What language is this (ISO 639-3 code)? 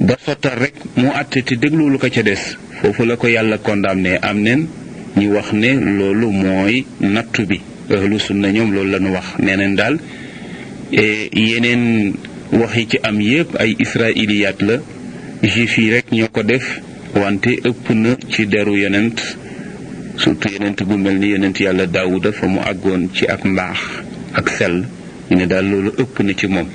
wol